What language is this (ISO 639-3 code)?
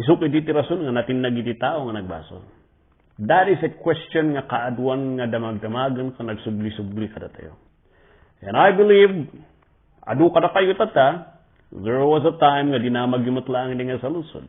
ilo